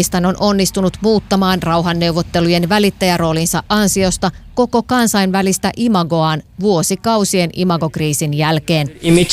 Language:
Finnish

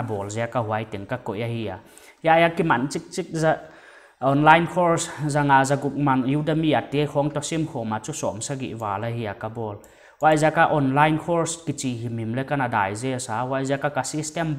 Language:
Paite Chin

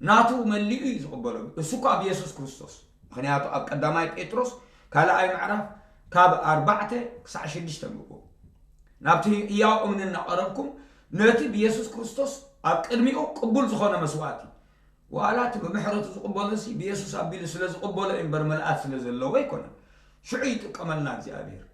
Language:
Tigrinya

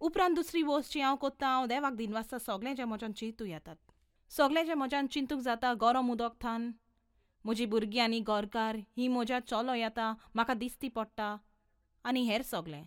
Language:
Konkani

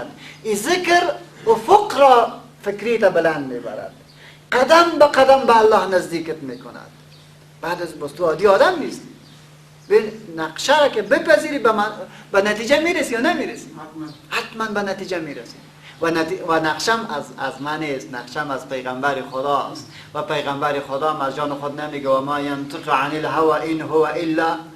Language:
Persian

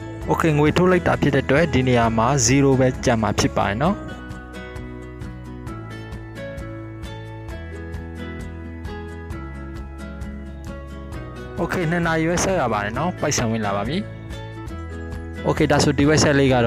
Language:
Burmese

